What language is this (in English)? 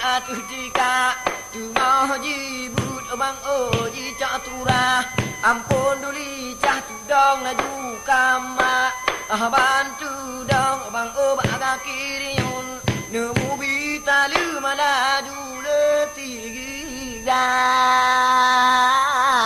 Achinese